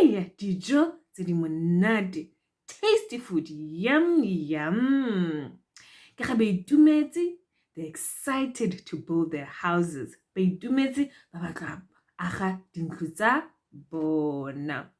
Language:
Tswana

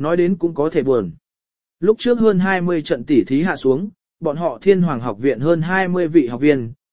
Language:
Vietnamese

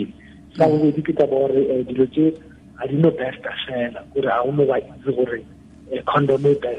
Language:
Tswana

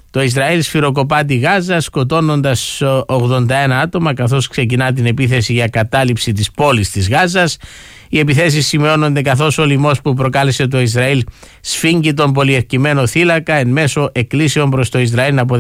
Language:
Greek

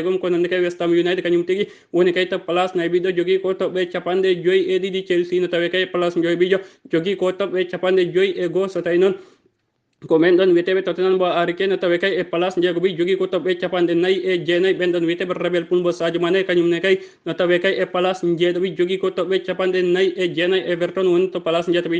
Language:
Fula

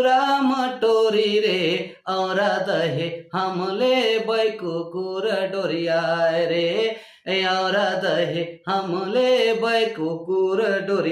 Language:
Sadri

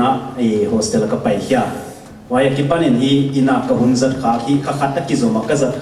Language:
Tedim Chin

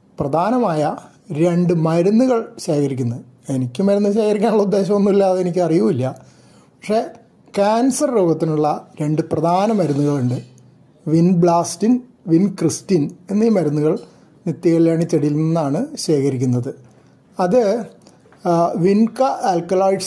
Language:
Malayalam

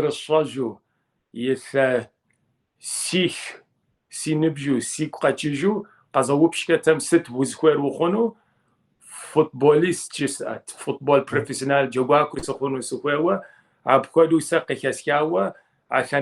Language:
Kabardian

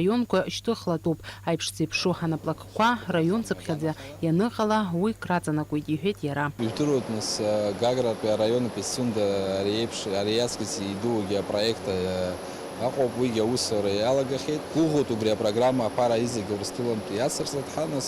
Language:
Abkhazian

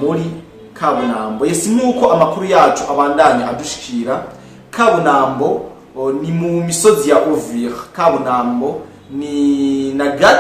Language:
Rundi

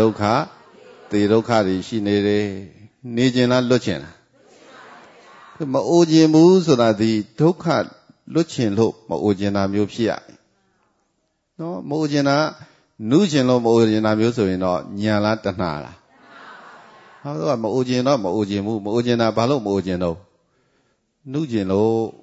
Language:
Burmese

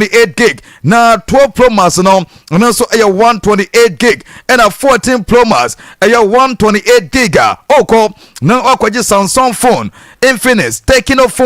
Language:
Akan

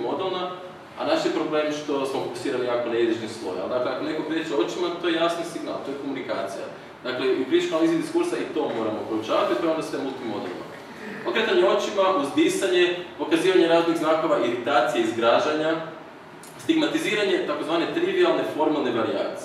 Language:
Croatian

